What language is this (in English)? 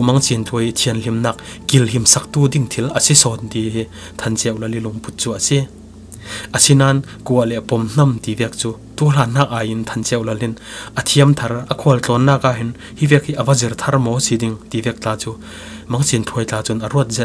Falam Chin